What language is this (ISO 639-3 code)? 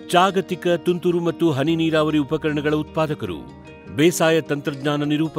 kan